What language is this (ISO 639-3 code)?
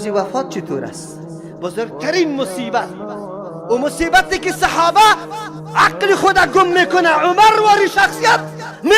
fas